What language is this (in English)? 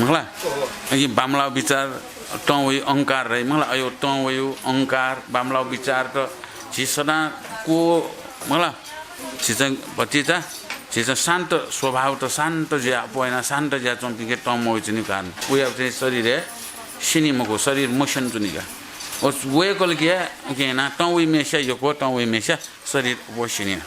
Newari